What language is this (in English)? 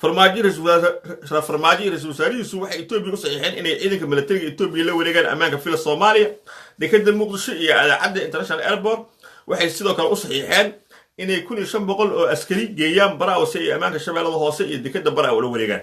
Somali